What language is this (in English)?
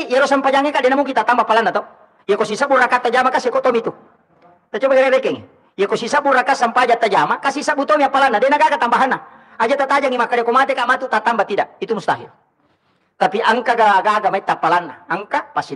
Buginese